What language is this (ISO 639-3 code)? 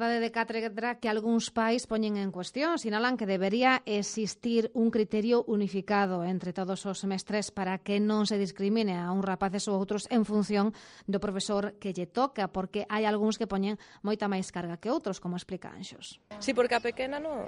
glg